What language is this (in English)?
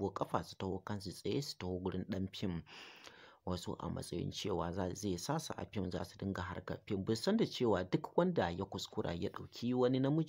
Hausa